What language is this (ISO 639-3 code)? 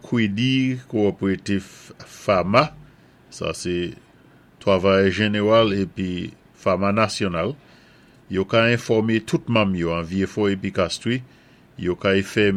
acf